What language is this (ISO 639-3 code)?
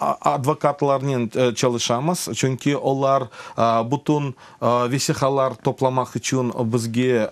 crh